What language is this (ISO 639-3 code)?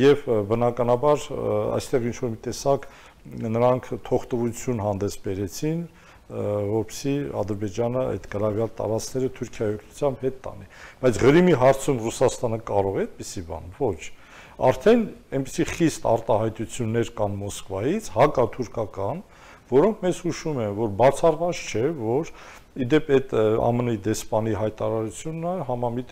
hye